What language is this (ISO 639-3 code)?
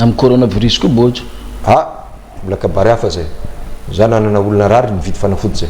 mlg